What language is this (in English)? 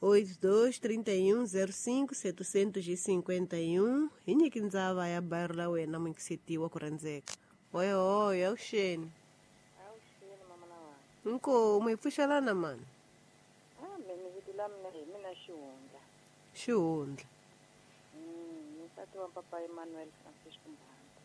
Tsonga